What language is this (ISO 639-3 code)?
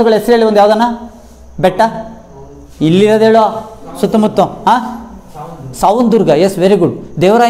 kan